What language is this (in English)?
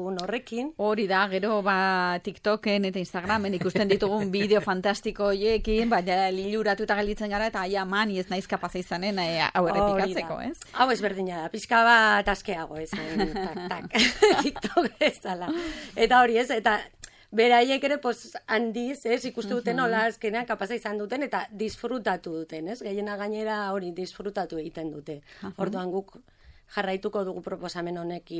Basque